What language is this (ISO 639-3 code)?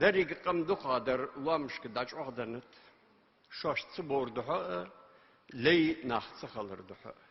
inh